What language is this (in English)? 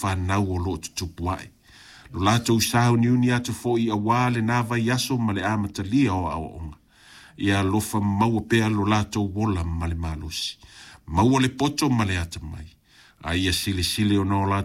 Samoan